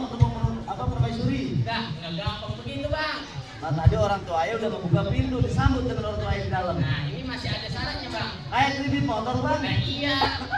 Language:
Betawi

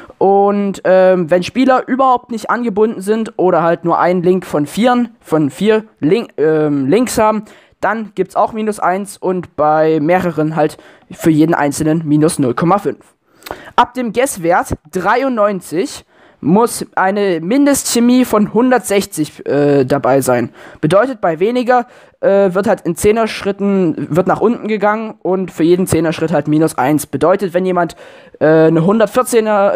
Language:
German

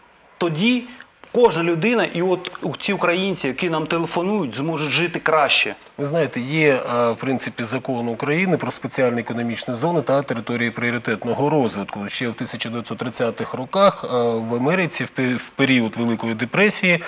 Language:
Ukrainian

